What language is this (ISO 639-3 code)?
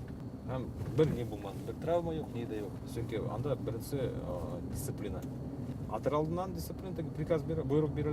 bak